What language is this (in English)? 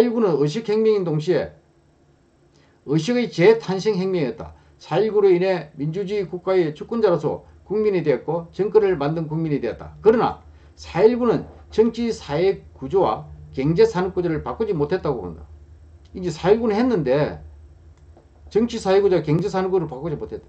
Korean